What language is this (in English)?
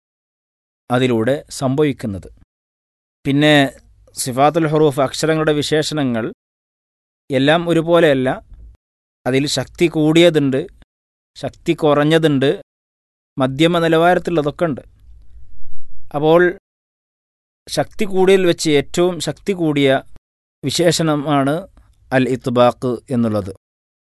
Malayalam